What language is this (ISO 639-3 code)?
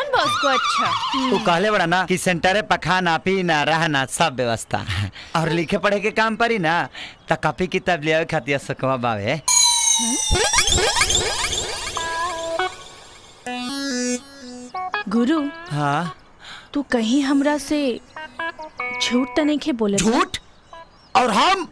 bho